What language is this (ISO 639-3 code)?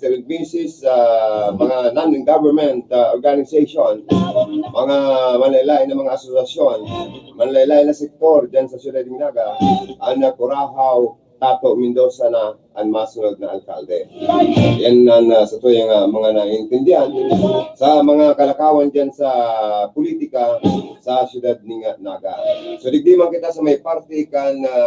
bik